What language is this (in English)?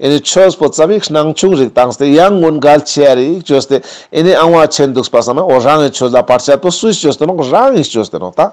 Ladakhi